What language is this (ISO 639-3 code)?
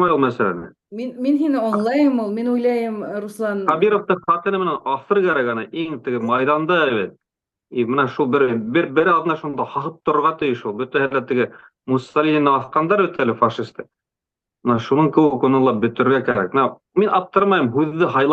bak